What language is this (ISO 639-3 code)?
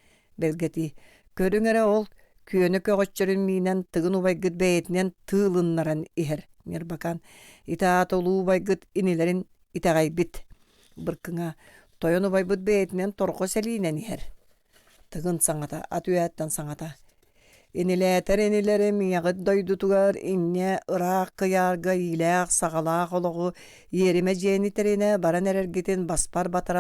sah